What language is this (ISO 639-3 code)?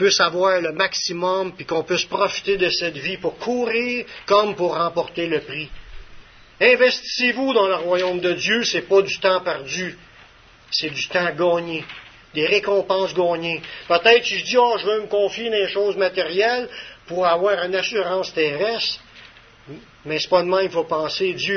fra